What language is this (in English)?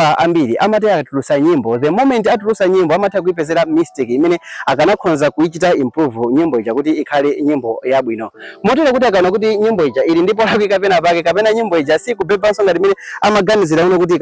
Nyanja